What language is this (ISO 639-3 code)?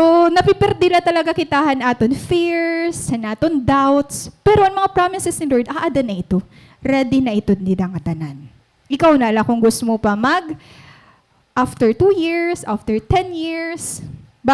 war